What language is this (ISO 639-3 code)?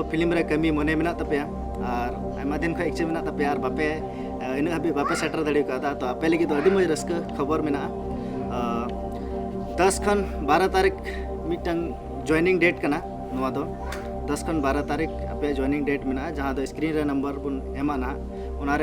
sat